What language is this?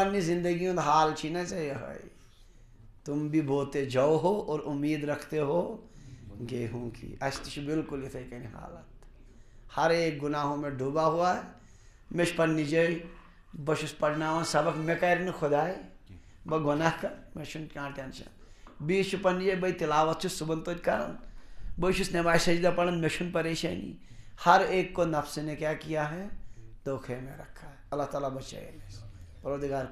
Kashmiri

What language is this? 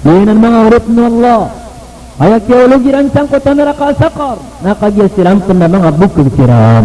Maranao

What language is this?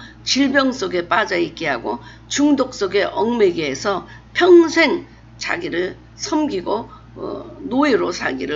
Korean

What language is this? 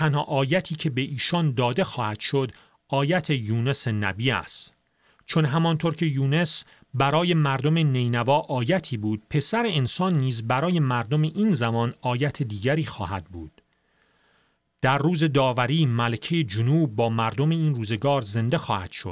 Persian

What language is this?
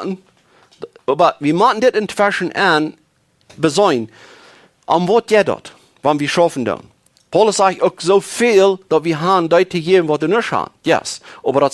Plautdietsch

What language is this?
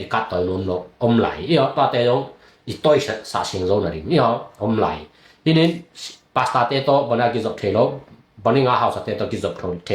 Tedim Chin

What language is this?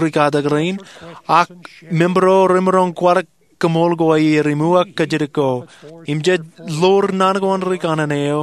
Marshallese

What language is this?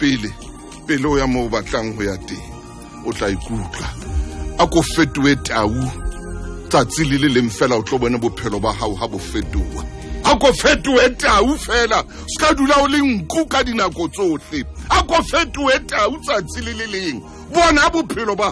Southern Sotho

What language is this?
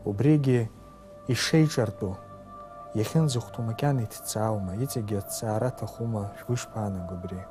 Abkhazian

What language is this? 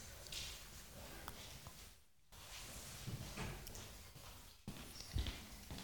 Norwegian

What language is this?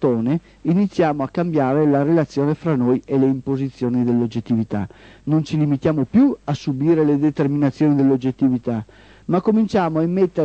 Italian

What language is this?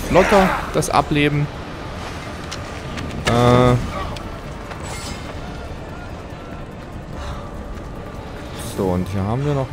German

